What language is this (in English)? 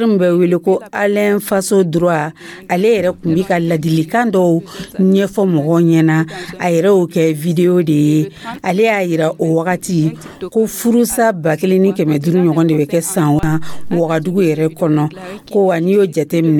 Dyula